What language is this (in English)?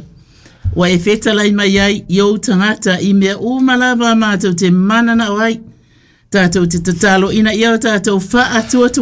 Samoan